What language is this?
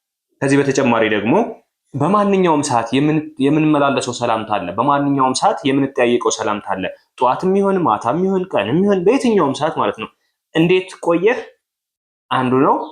Amharic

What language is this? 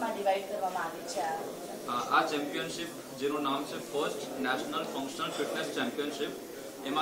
Gujarati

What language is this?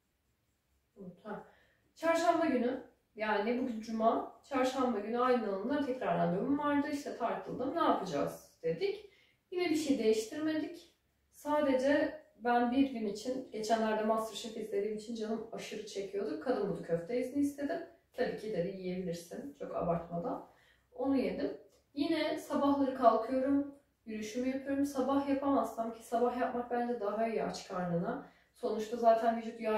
Turkish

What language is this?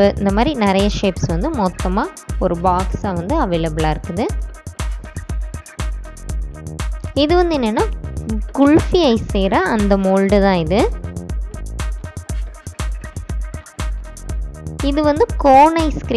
Tamil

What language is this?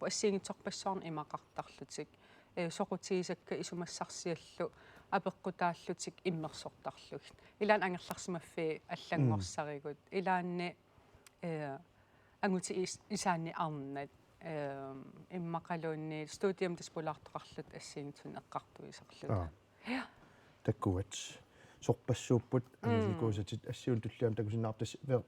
Kalaallisut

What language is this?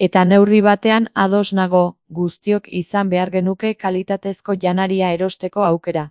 Basque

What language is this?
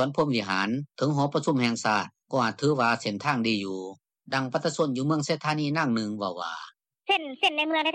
Lao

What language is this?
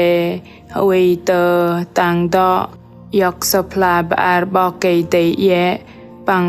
Bahnar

